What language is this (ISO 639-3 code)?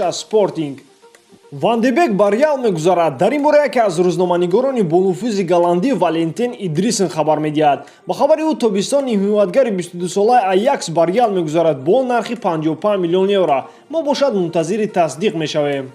tgk